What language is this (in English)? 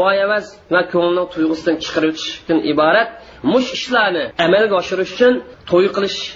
Uyghur